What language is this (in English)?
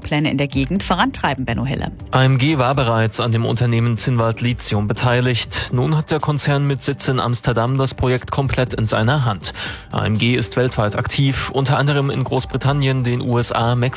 German